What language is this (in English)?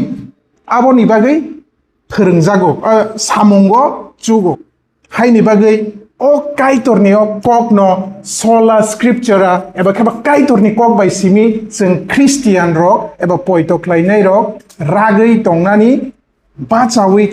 Kok Borok